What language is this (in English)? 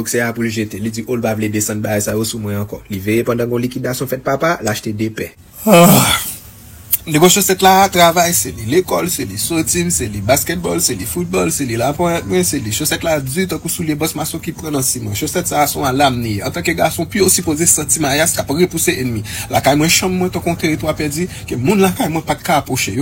Haitian Creole